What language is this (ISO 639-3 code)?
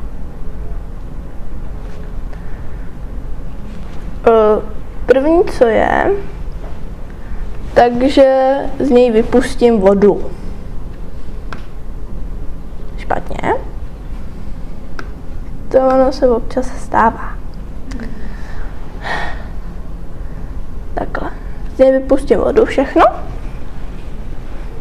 ces